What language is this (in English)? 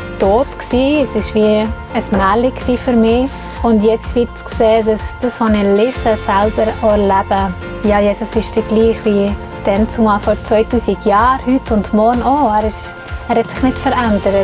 Swiss German